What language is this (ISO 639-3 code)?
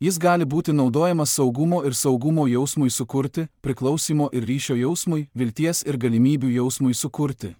lit